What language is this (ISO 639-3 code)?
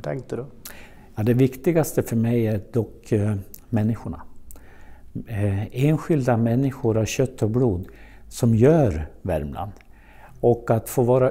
swe